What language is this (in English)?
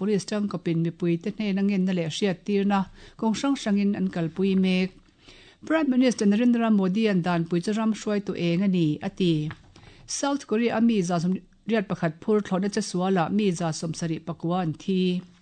Mizo